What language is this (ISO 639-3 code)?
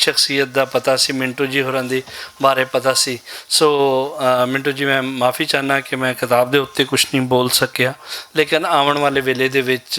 lah